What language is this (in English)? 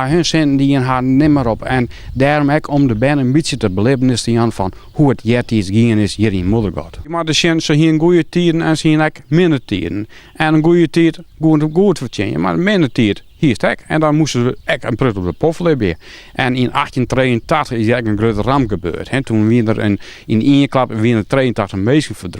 Western Frisian